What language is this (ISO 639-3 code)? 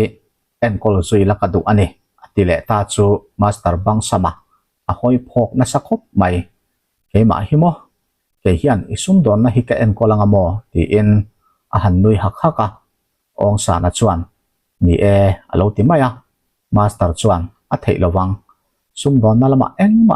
lus